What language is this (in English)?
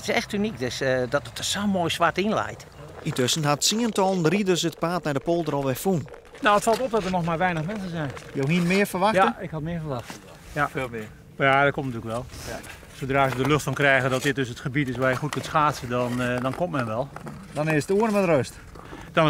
Western Frisian